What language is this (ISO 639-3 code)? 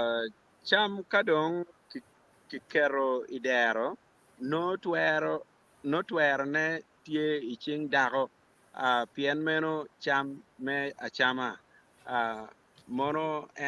ach